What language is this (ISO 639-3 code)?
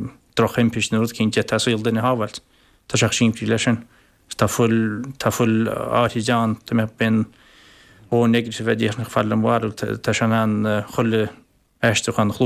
gle